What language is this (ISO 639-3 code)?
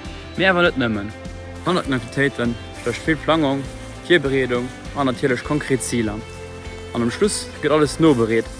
ltz